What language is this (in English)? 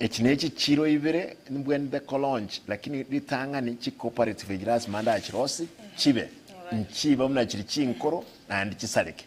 Gusii